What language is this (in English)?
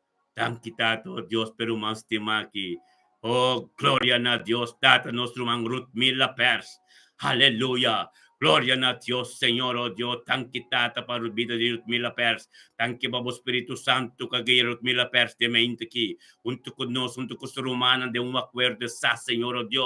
Papiamento